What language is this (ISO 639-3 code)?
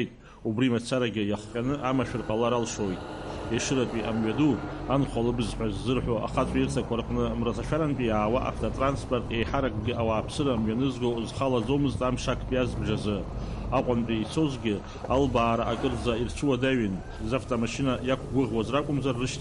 abk